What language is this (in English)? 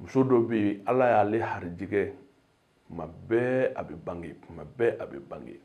Bambara